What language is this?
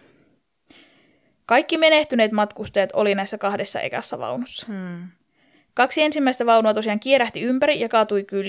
Finnish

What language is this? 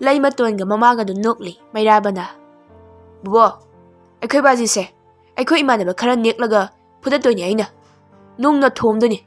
Manipuri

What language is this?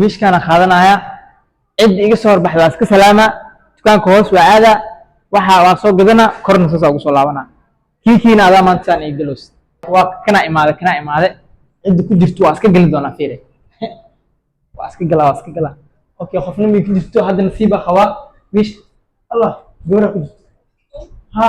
Somali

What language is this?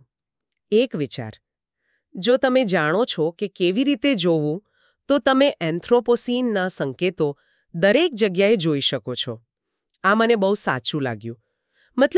Gujarati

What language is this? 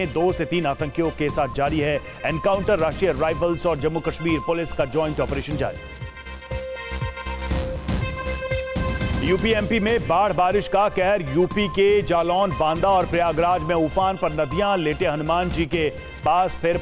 Hindi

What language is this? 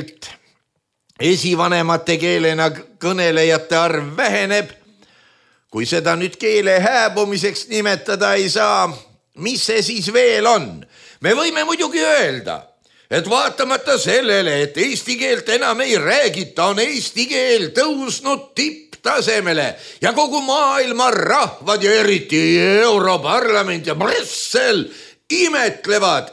Estonian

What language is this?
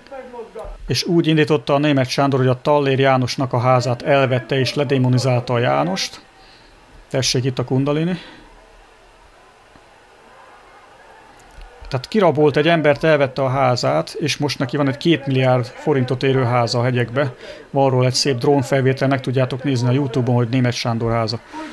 Hungarian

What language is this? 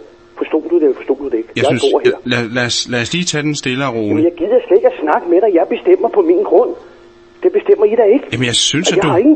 Danish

